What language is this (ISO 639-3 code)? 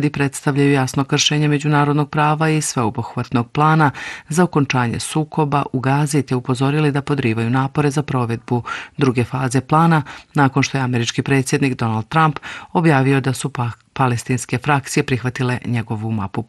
hrv